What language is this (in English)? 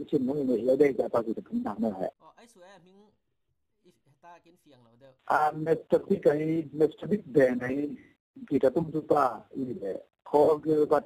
Falam Chin